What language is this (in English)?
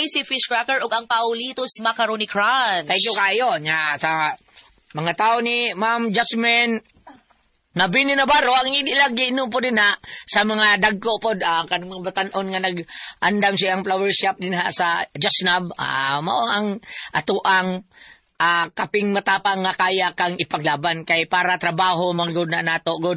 Cebuano